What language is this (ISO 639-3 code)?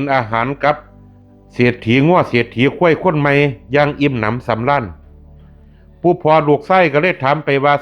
lao